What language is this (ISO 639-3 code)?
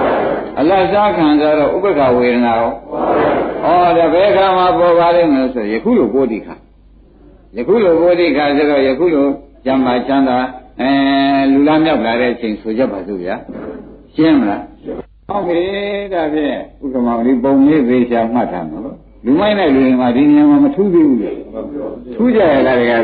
mya